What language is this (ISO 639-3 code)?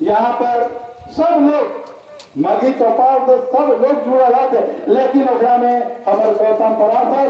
mag